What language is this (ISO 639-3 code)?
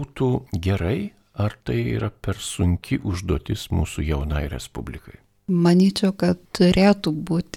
lit